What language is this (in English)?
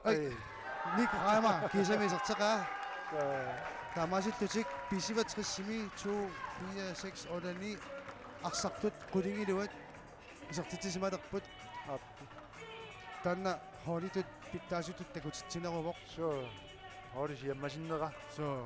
Kalaallisut